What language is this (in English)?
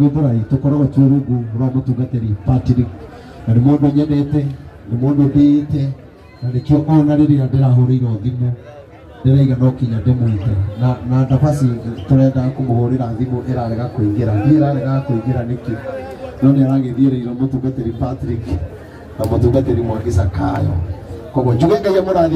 Kikuyu